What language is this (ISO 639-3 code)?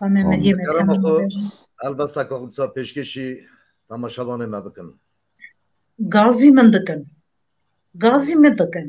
kur